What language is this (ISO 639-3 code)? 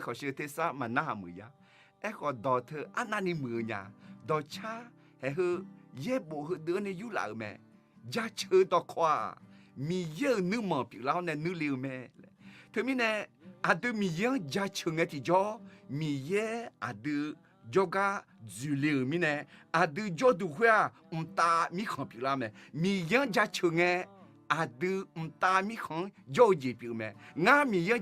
ahk